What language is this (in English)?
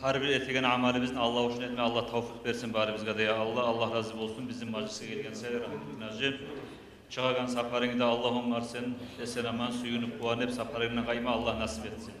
Kumyk